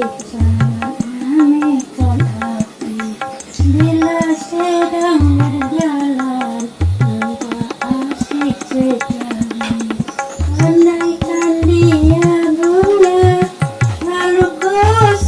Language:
Musi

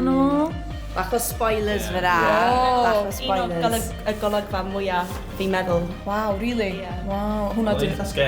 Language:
Welsh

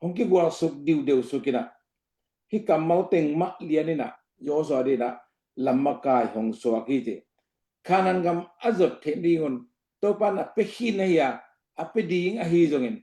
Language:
Tedim Chin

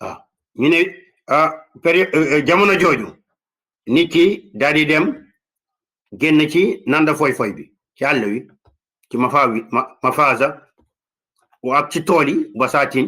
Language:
Wolof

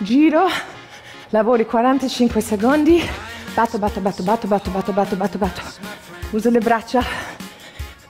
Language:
Italian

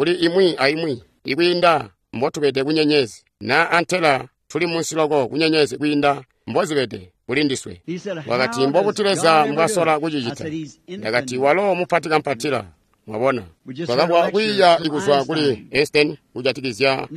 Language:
Tonga (Zambia)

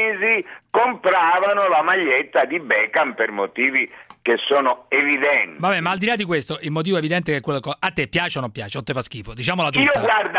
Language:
Italian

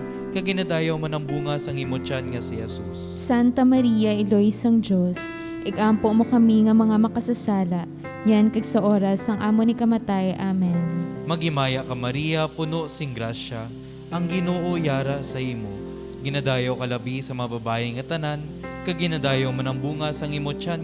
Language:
Hiligaynon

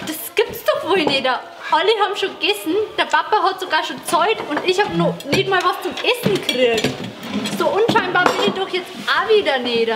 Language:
Bavarian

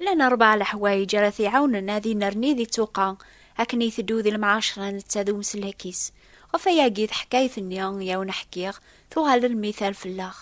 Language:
Kabyle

